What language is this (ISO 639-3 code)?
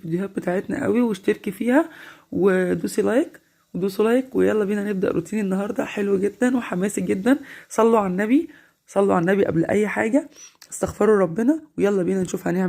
arz